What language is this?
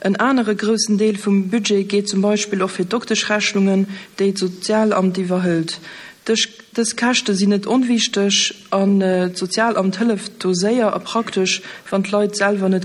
Luxembourgish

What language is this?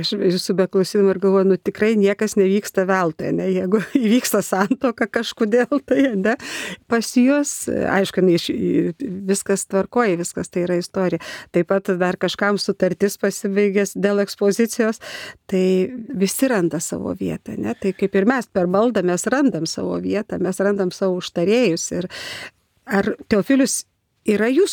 Lithuanian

